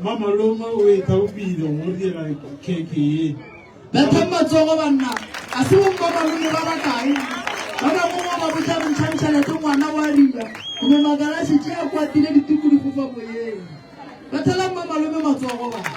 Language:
Northern Sotho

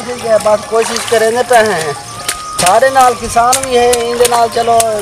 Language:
Saraiki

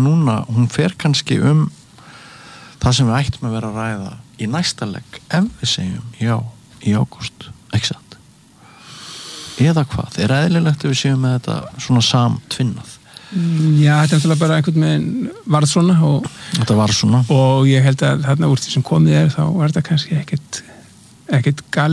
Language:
Icelandic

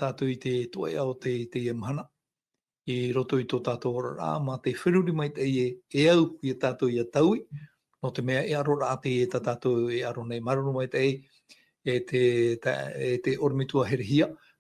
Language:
Tahitian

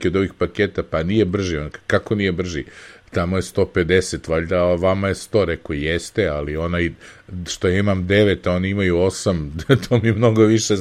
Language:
Serbian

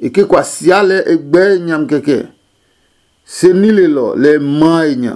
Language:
Adangme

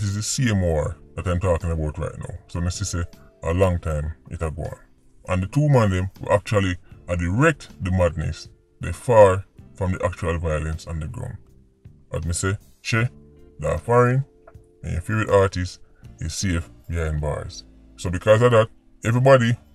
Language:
Jamaican Creole English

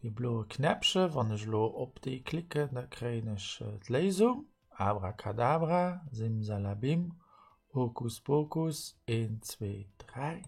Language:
Luxembourgish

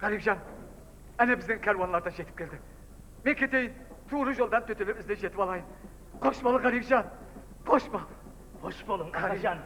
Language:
Kara-Kalpak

